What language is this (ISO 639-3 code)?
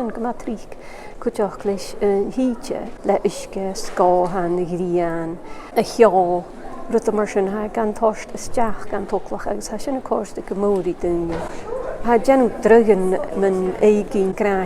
gla